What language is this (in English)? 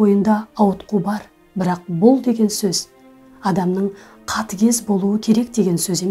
Kazakh